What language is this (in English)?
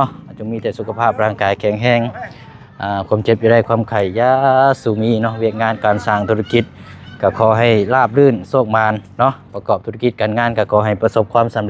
Lao